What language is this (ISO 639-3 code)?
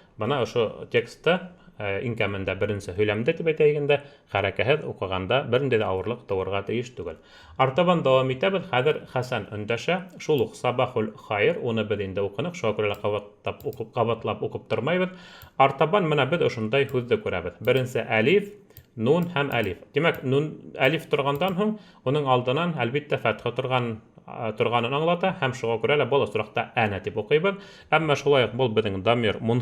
bak